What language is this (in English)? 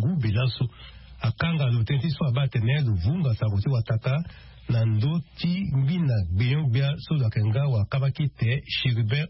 Sango